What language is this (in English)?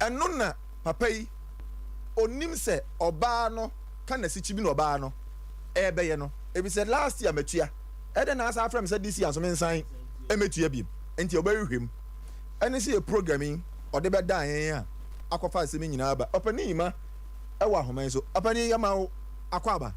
Akan